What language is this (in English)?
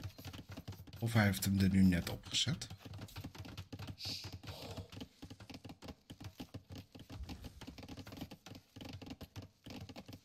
Dutch